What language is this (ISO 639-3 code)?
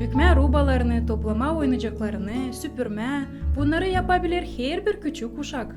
gag